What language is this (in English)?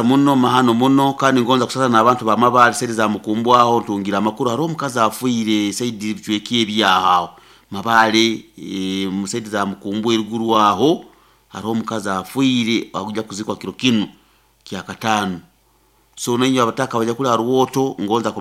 Nyoro